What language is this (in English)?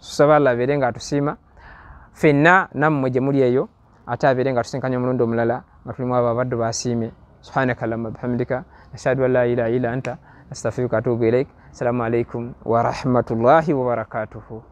Ganda